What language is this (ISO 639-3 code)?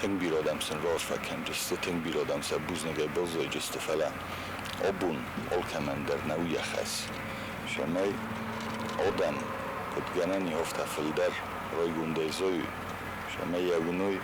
oss